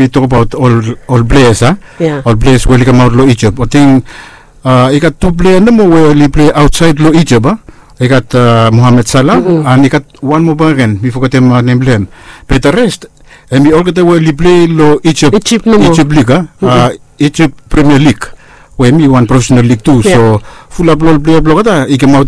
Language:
Bislama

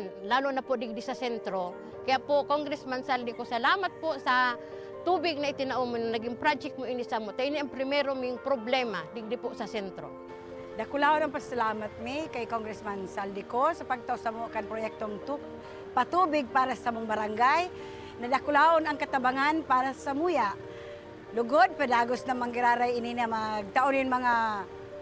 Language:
Bikol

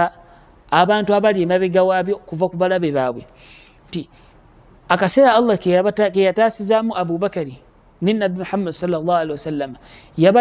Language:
Ganda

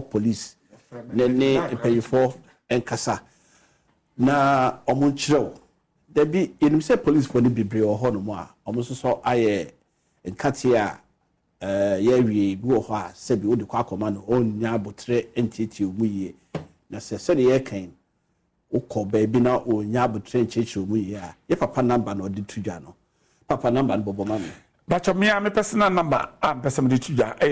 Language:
Akan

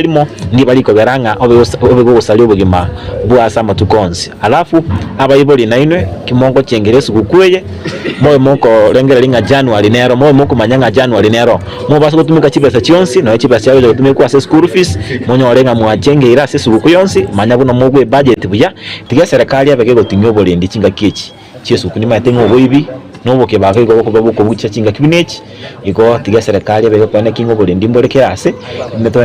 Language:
Gusii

